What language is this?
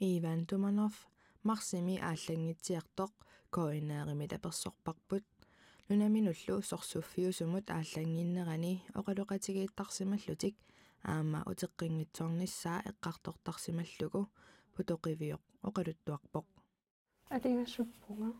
Kalaallisut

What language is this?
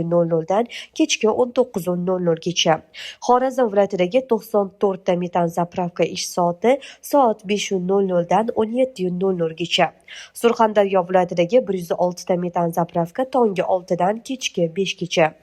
Uzbek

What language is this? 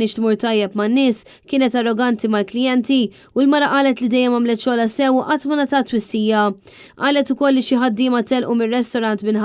Maltese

